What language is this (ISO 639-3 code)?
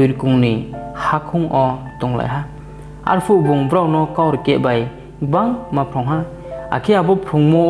ria